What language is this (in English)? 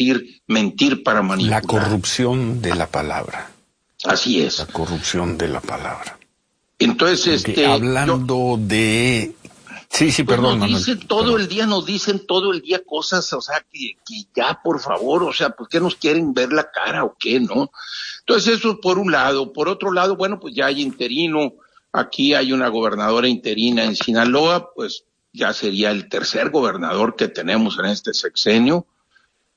Spanish